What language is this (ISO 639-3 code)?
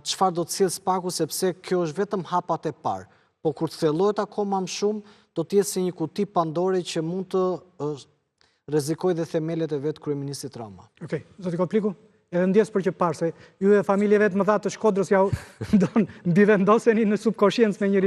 sqi